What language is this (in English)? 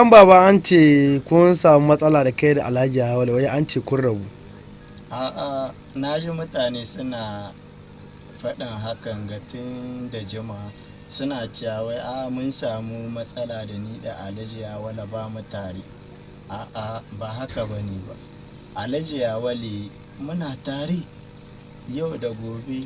Hausa